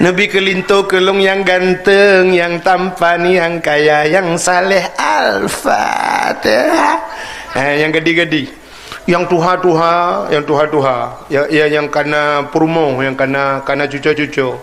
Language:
Achinese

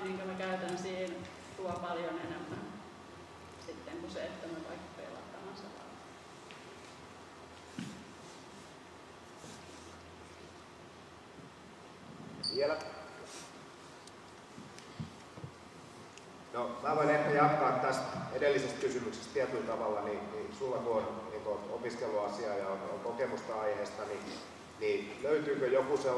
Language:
Finnish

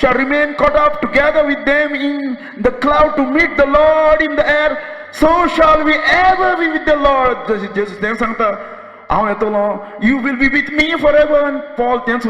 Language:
Konkani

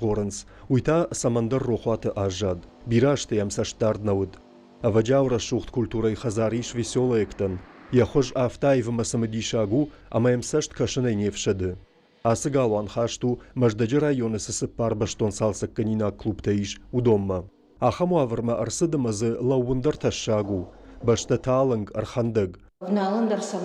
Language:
Ossetic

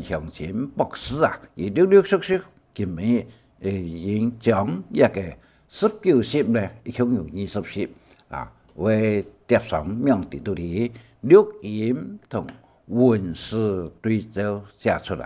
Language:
Hakka Chinese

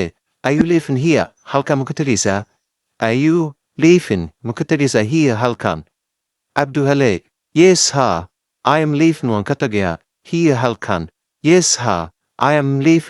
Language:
Somali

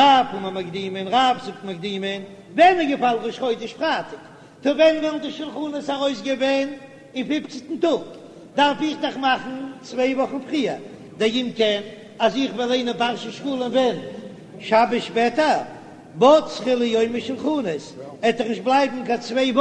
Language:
Yiddish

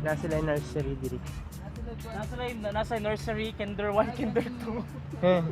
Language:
Cebuano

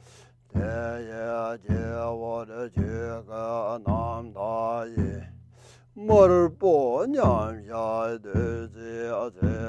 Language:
Tibetan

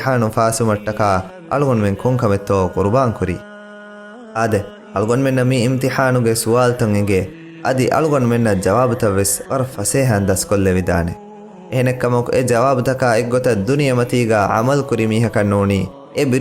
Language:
Divehi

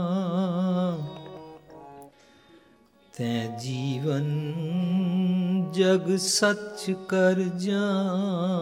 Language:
Hindi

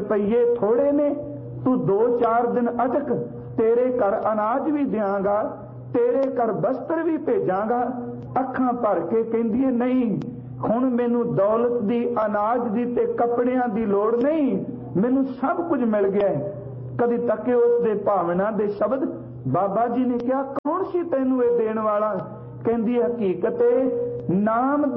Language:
Punjabi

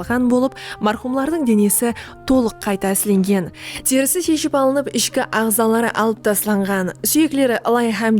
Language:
Kara-Kalpak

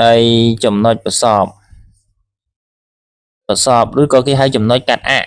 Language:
Khmer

